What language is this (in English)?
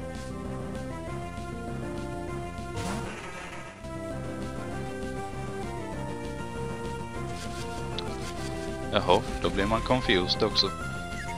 Swedish